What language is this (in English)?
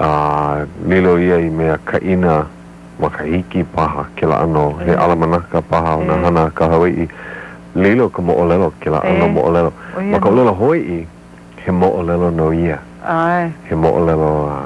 Hawaiian